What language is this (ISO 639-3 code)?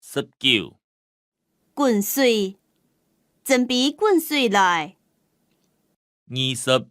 hak